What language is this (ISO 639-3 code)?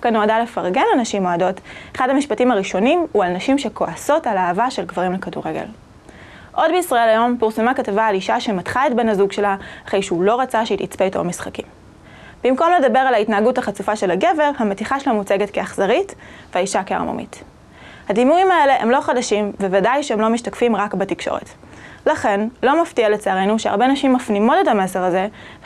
heb